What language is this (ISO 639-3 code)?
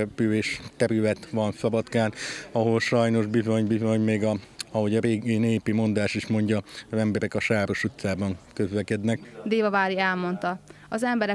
hun